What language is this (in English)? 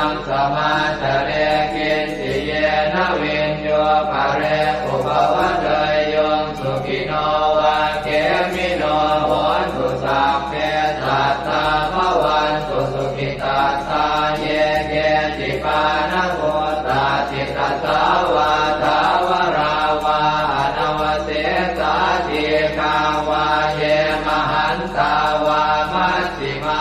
Pali